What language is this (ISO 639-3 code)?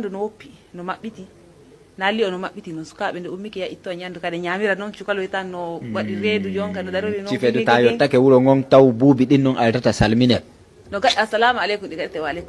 fuv